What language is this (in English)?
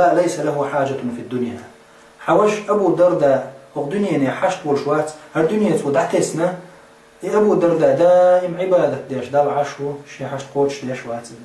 Chechen